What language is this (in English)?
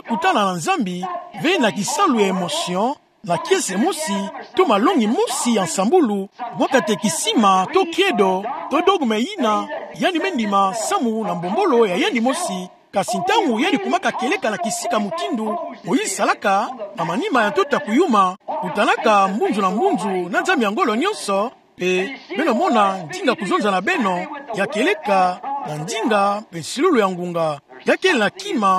Kituba (Democratic Republic of Congo)